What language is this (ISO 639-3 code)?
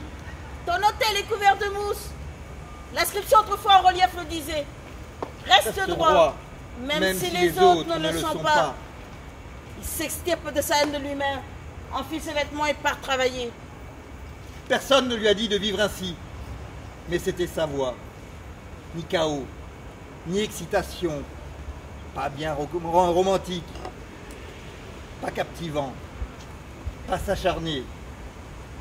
fra